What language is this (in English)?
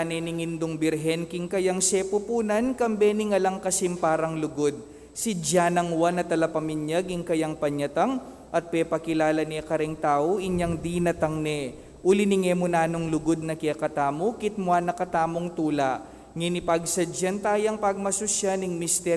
Pampanga